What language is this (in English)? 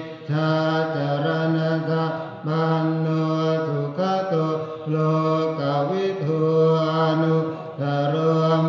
Pali